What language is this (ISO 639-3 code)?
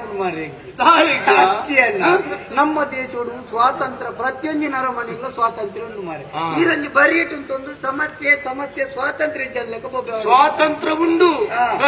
tcy